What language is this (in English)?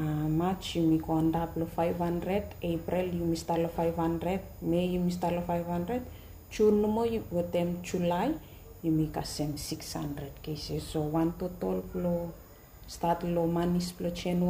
Bislama